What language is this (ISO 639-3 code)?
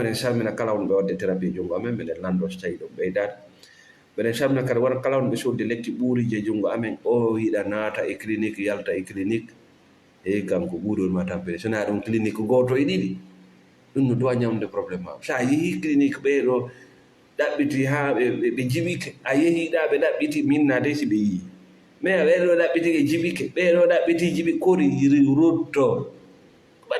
ful